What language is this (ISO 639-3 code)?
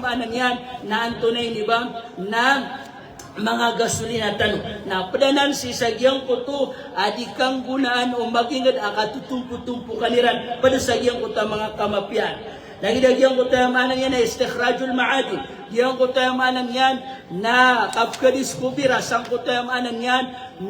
mrw